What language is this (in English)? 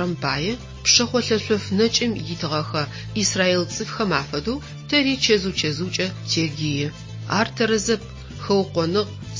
Adyghe